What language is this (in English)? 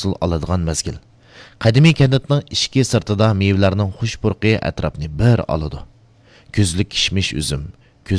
Uyghur